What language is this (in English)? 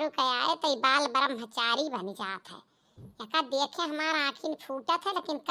Awadhi